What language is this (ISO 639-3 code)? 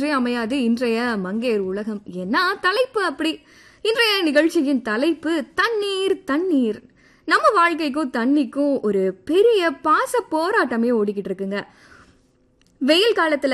tam